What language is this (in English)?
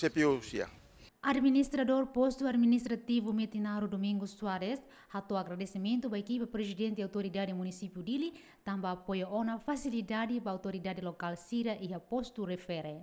Tetum